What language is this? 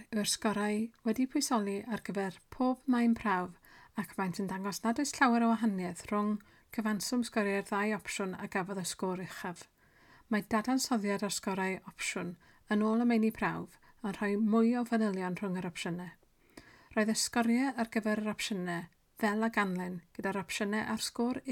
Welsh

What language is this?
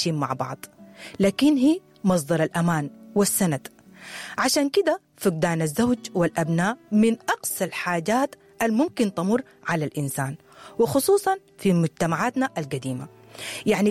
Sudanese Arabic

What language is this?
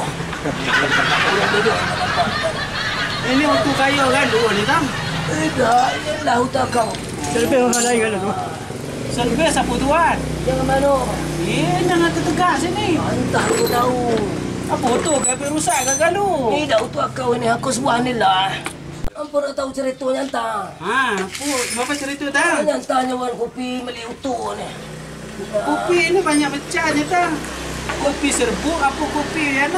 Minangkabau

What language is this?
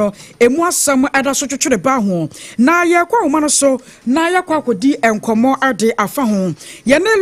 Akan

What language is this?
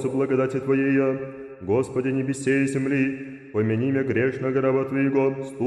Russian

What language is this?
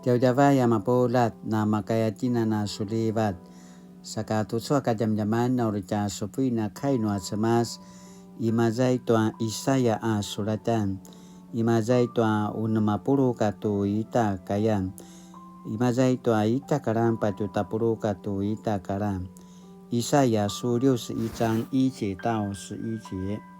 Paiwan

